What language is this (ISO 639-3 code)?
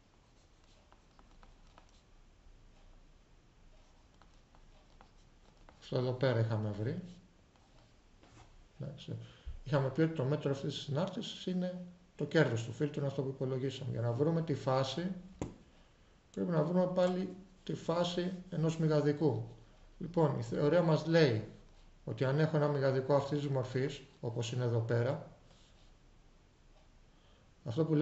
ell